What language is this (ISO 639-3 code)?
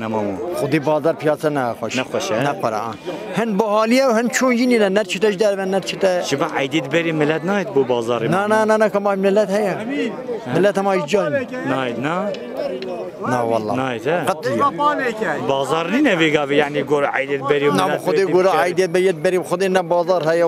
kur